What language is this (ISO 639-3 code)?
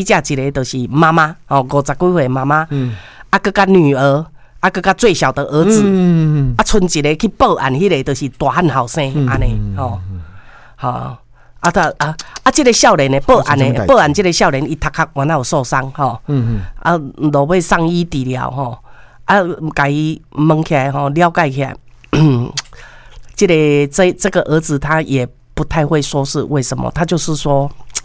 nan